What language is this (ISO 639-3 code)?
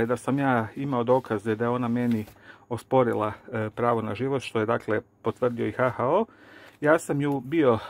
hrv